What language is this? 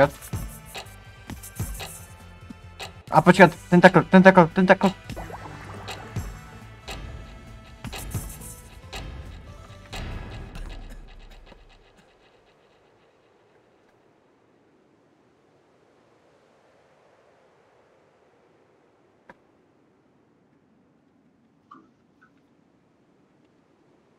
Czech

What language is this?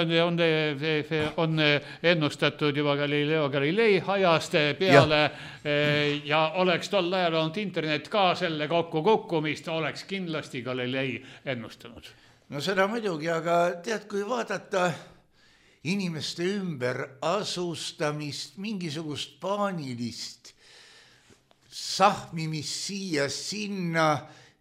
Estonian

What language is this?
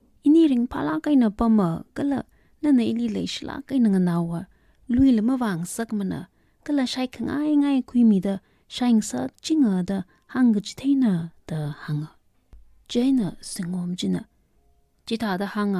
Tangkhul Naga (India)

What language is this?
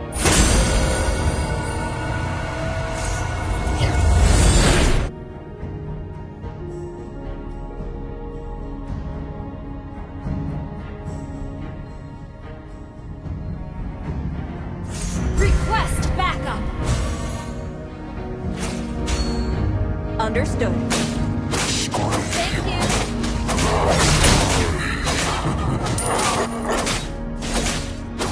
English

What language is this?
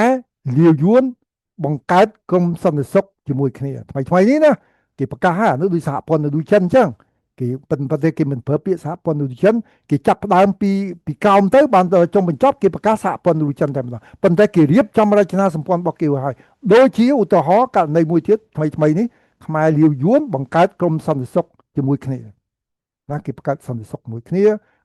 Khmer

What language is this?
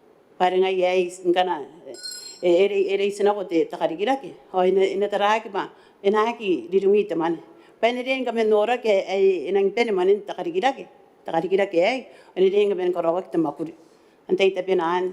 Gilbertese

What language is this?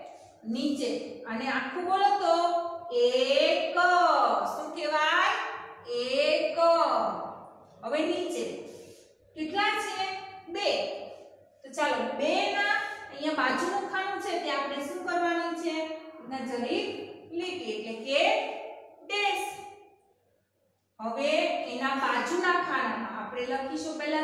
Gujarati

